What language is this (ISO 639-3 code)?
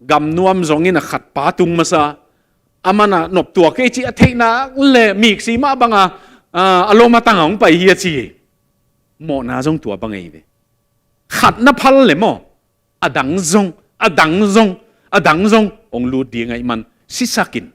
ctd